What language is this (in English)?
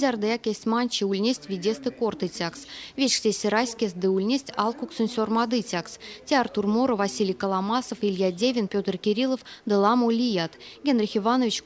Erzya